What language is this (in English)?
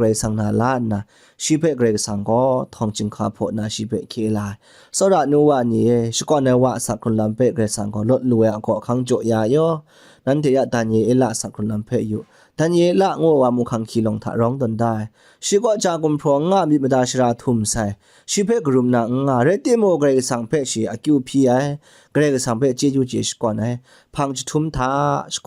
Kachin